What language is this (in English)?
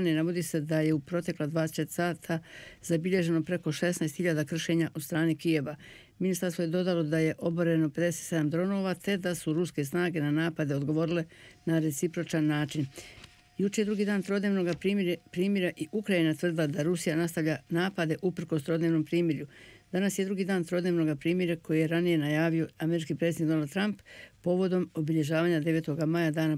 Bosnian